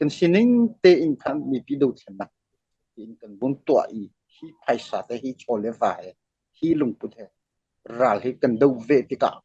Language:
Hakha Chin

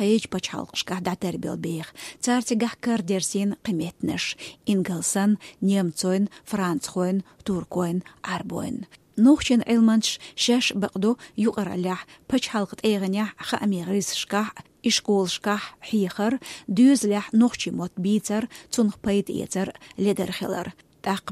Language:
Chechen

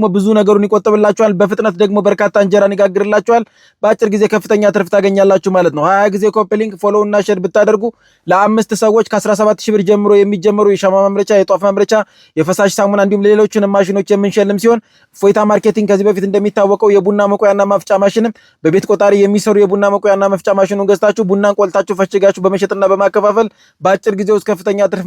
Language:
Amharic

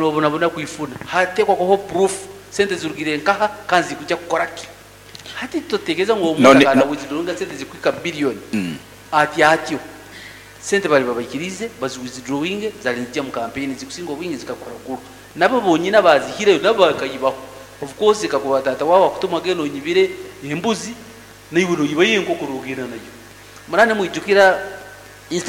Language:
Nyoro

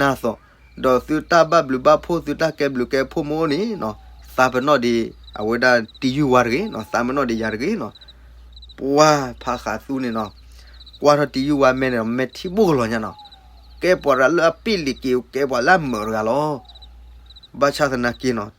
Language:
S'gaw Karen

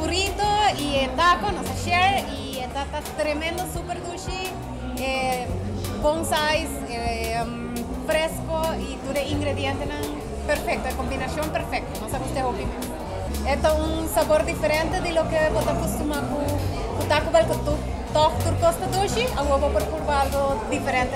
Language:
Papiamento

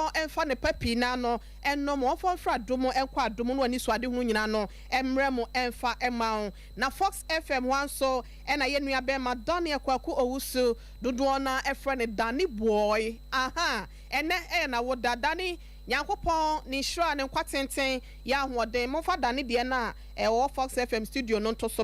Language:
Akan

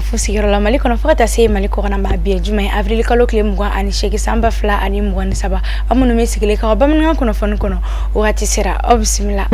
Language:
Bambara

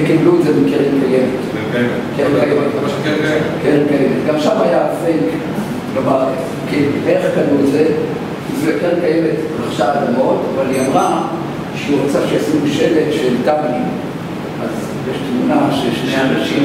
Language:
Hebrew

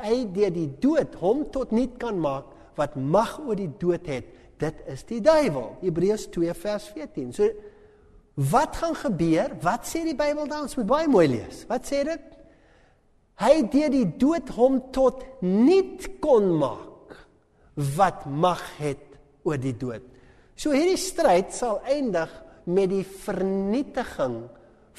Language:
Afrikaans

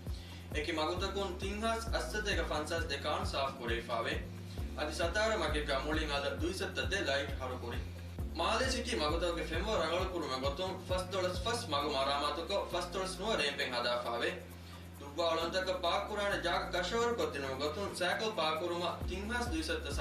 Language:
Divehi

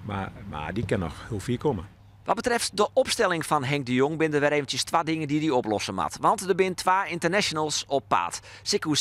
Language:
Western Frisian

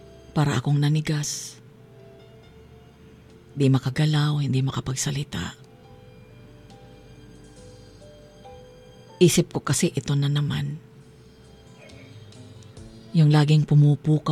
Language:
Filipino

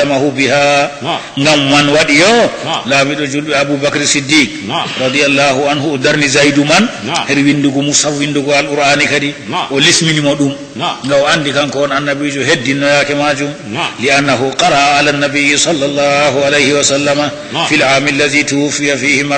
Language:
Fula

